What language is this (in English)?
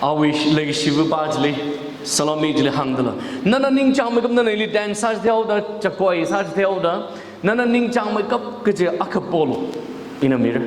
Tangkhul Naga (India)